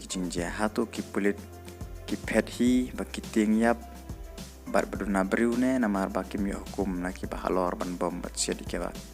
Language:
Khasi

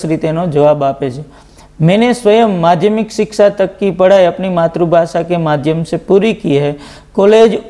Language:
Gujarati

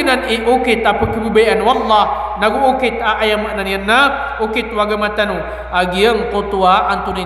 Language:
Maranao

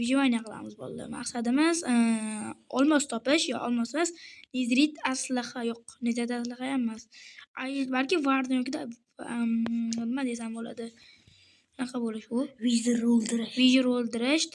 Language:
Uzbek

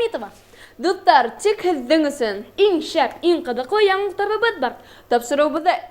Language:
Bashkir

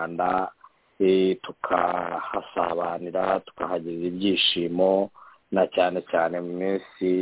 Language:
Kinyarwanda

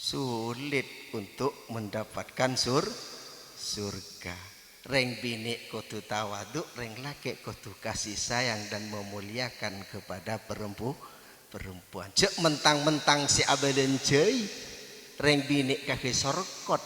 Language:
Madurese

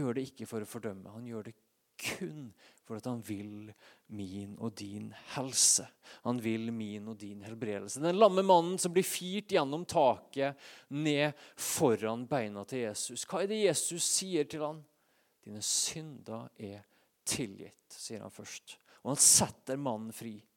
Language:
Norwegian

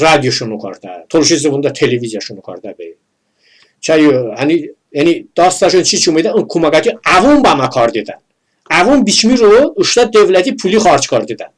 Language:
Talysh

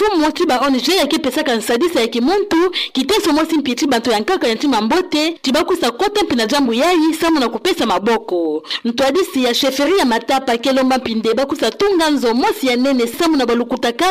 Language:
Kituba (Democratic Republic of Congo)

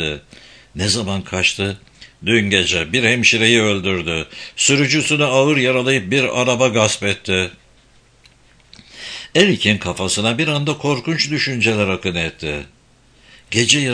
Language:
Turkish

